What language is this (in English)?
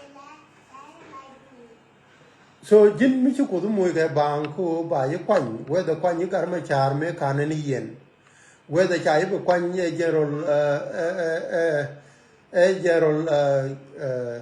Nuer